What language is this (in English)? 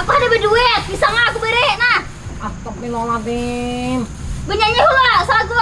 Banjar